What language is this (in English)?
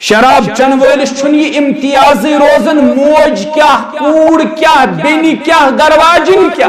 Kashmiri